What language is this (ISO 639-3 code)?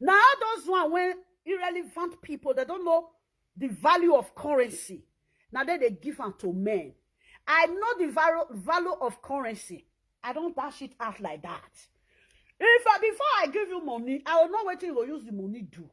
pcm